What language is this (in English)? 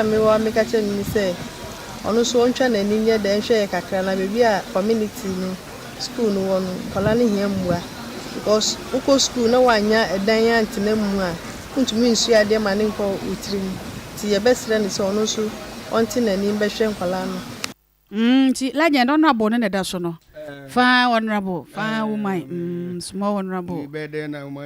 Akan